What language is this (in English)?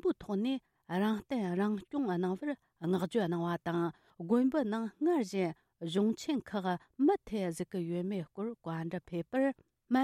Tibetan